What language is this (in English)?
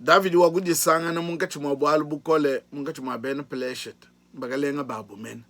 Luba-Lulua